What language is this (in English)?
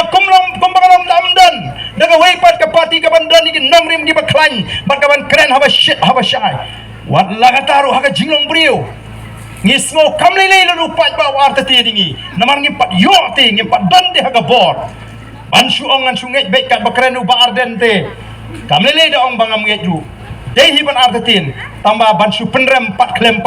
Khasi